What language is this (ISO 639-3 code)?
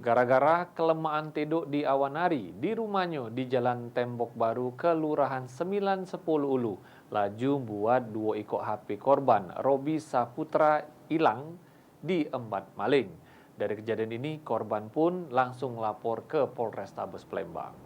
mui